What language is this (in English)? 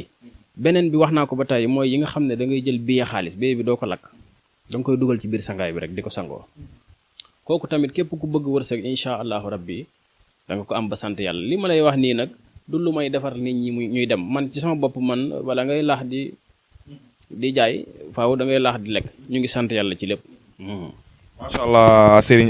Wolof